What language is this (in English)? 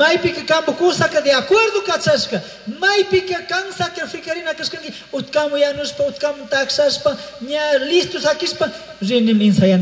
Chimborazo Highland Quichua